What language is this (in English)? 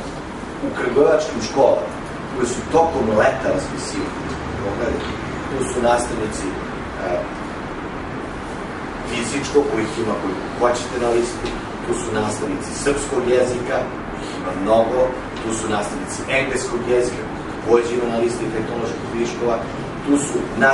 Serbian